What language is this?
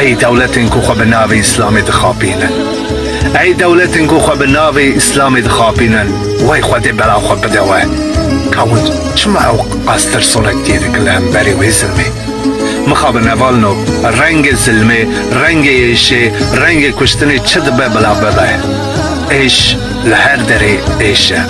Kurdish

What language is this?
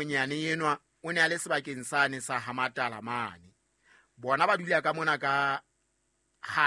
Southern Sotho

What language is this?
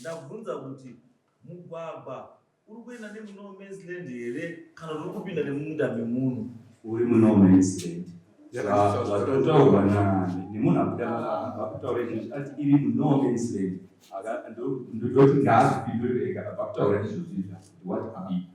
Shona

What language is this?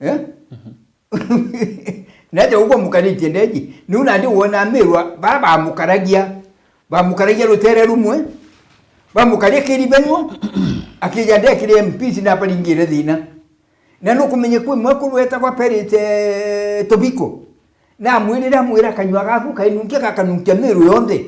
Meru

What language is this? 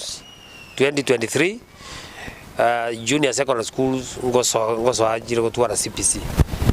Gusii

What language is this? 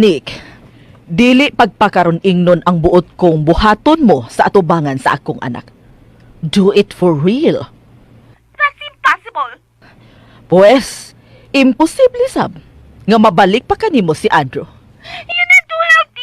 Cebuano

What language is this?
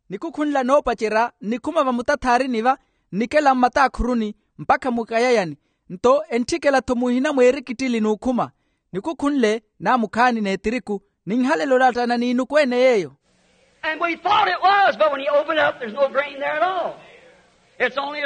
Makhuwa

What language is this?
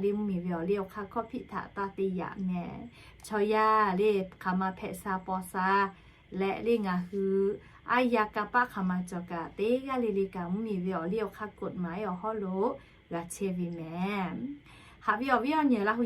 Lahu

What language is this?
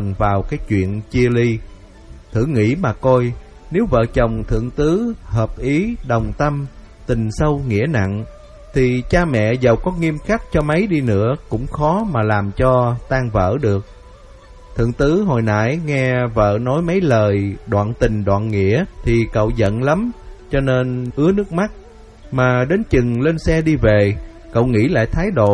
Vietnamese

